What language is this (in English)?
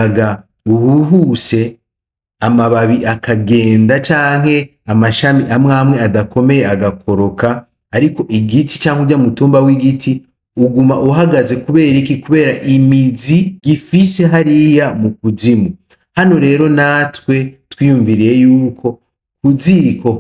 Rundi